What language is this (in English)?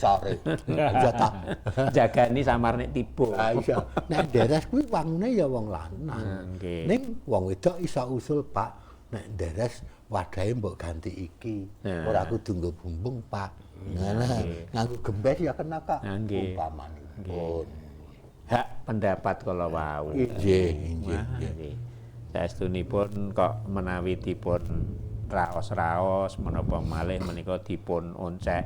Javanese